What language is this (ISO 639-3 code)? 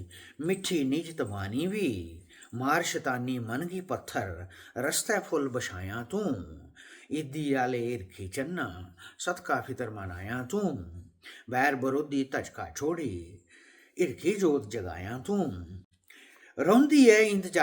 doi